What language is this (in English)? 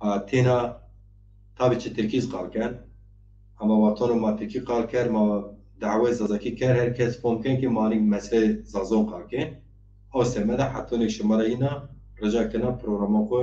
Zaza